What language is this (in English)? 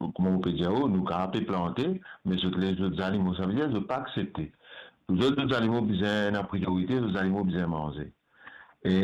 Morisyen